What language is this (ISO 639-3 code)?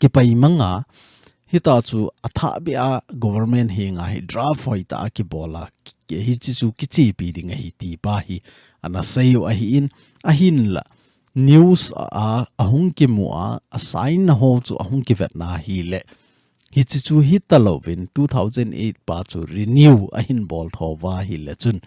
tcz